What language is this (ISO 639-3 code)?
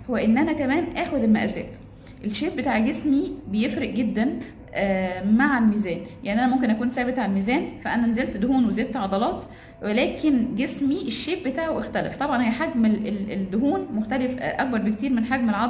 arz